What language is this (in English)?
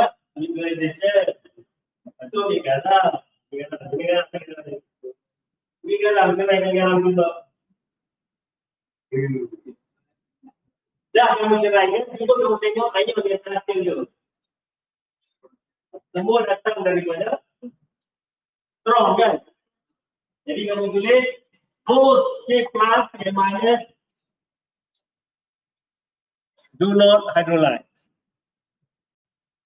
Malay